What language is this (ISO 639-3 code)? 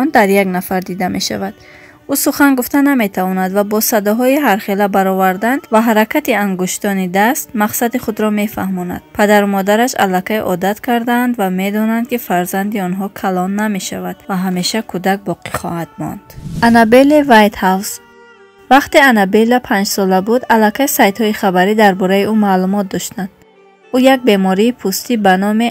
tgk